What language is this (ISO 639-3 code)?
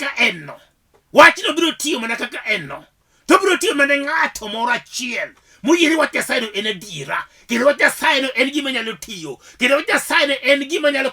luo